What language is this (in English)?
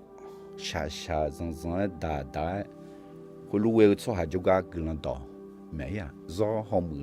Akha